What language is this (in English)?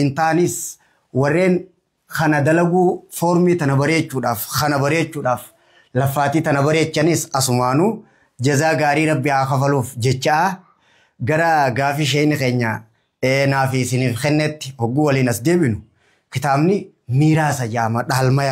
Oromo